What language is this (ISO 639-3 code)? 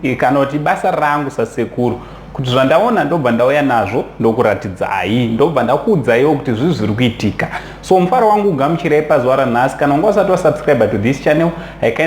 sna